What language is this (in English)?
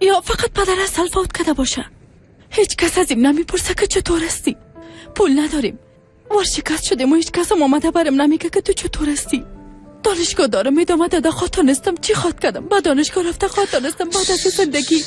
Persian